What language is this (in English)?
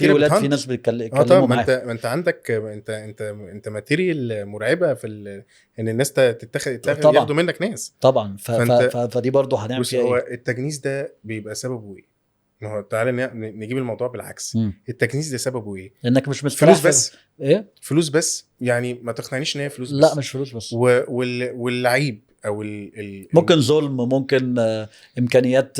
Egyptian Arabic